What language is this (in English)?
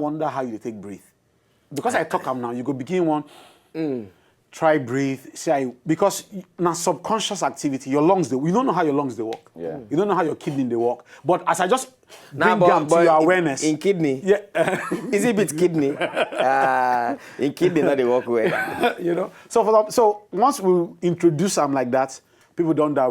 Nigerian Pidgin